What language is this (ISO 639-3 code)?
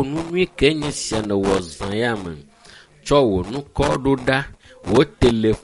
ewe